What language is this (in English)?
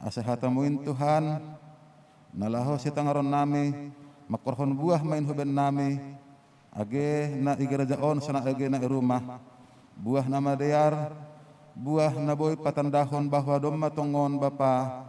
Batak Simalungun